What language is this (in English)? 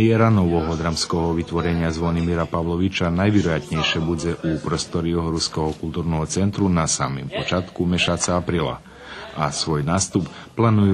Rusyn